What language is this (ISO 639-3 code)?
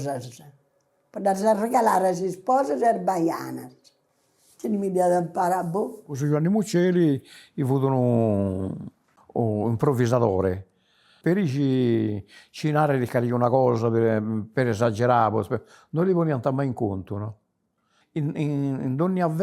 srd